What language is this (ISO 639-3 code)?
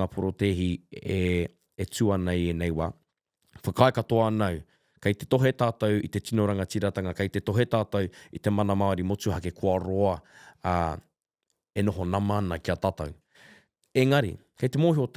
mri